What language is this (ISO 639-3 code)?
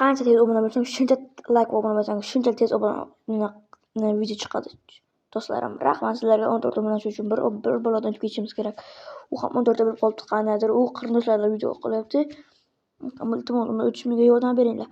uzb